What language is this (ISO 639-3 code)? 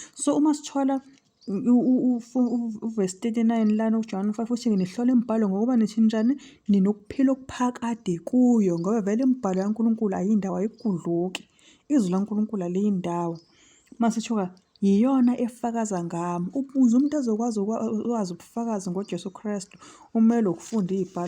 zul